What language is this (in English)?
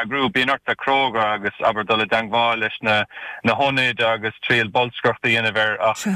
Irish